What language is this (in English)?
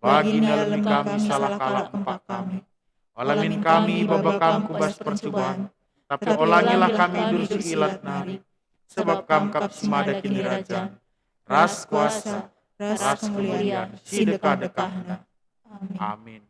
Batak Karo